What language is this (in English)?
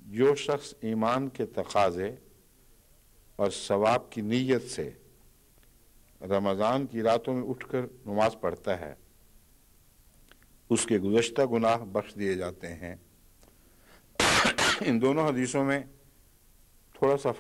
Urdu